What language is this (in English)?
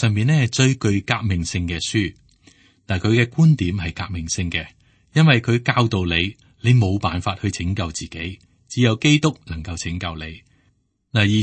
Cantonese